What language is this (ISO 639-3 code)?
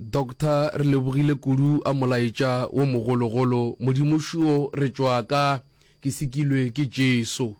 nso